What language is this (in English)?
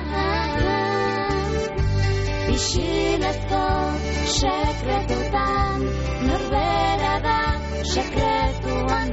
Basque